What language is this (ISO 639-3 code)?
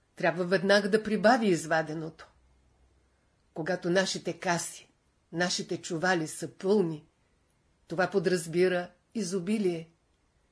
bul